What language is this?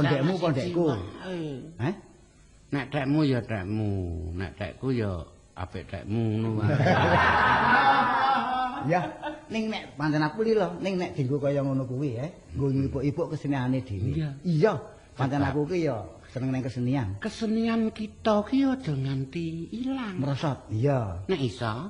Javanese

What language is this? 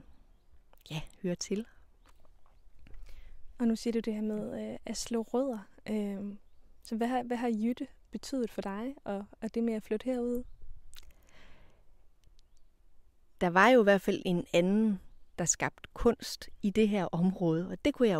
Danish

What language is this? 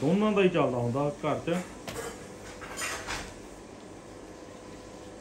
Punjabi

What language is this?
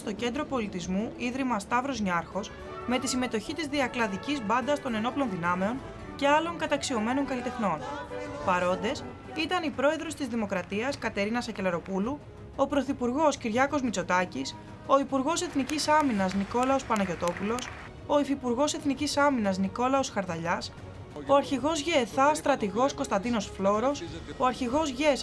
Greek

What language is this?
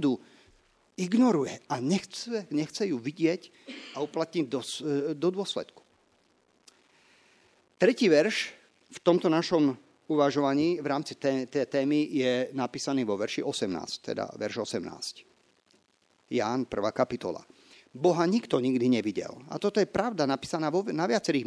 Slovak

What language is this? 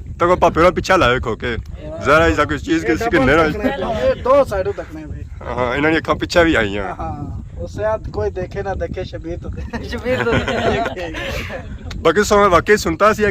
Pahari-Potwari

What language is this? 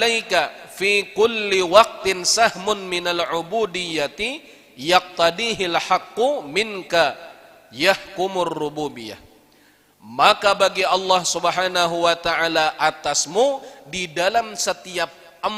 Banjar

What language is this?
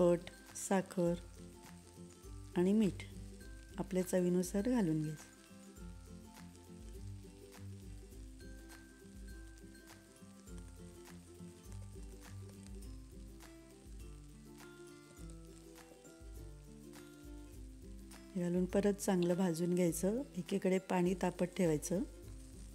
Marathi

